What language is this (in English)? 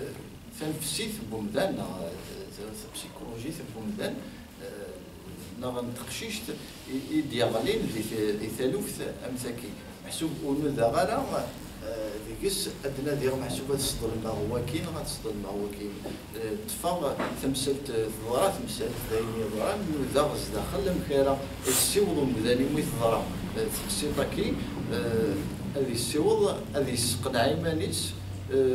Kabyle